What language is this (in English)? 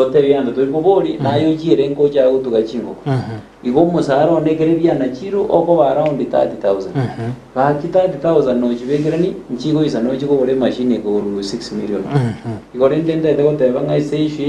Gusii